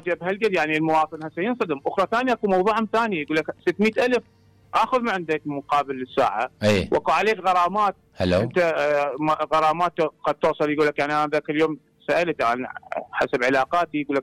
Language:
Mesopotamian Arabic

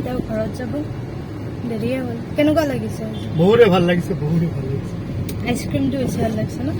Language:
Assamese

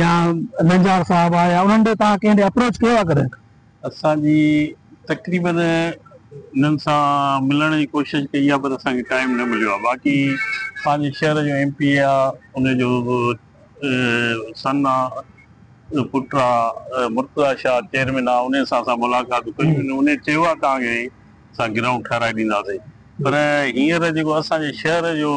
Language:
Sindhi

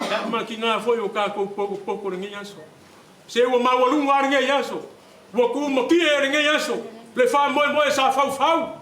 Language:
Samoan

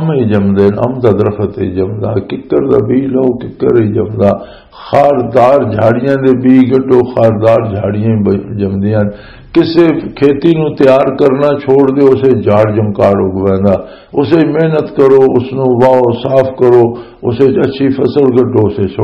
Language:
Western Panjabi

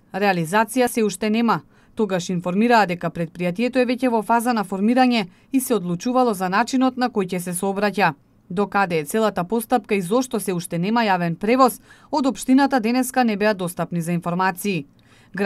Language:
Macedonian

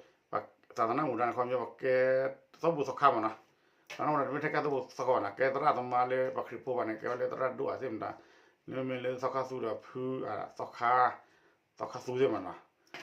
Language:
S'gaw Karen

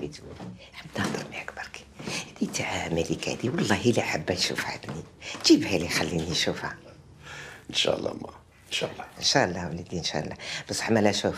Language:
Algerian Arabic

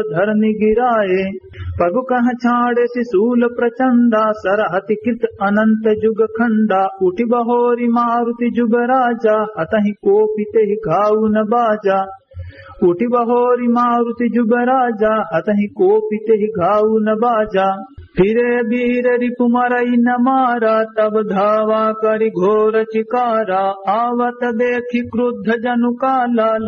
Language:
Awadhi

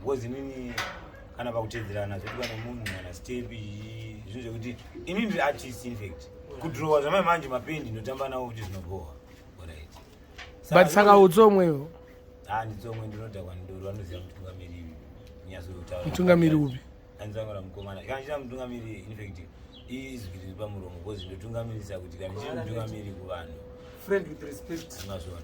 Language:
Shona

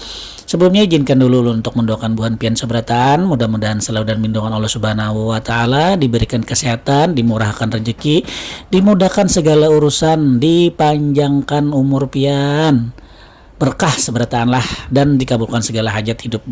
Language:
Banjar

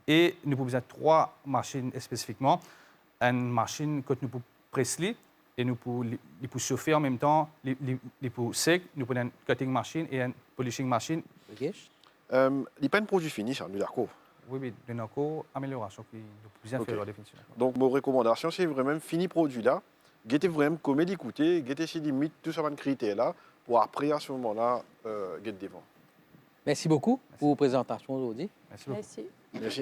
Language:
Morisyen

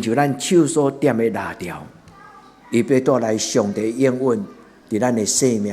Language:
Min Nan Chinese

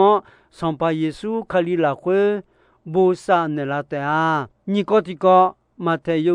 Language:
Akha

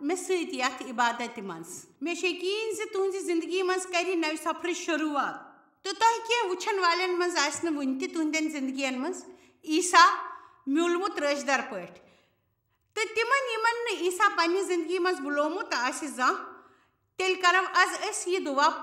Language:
Kashmiri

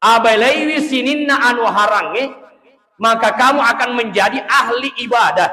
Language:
Buginese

